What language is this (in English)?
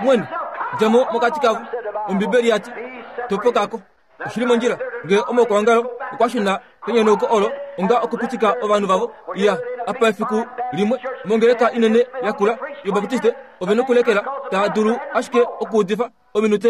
Kuanyama